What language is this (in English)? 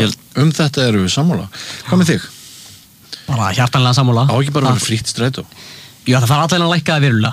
Icelandic